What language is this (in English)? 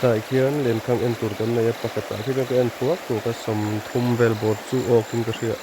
Mizo